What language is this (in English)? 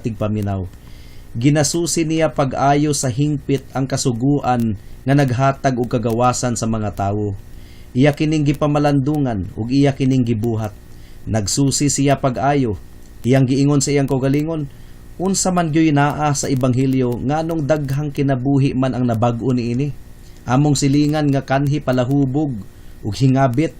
Cebuano